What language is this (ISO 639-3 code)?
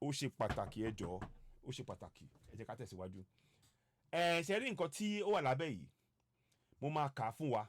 yor